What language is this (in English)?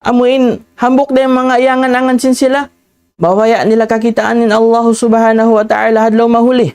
Tausug